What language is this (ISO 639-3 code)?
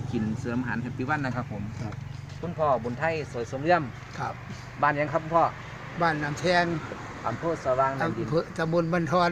tts